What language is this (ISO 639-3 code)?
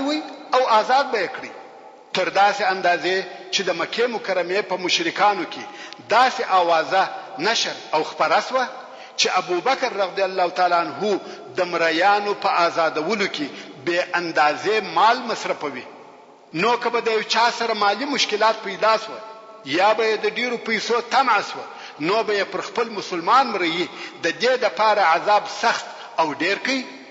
pus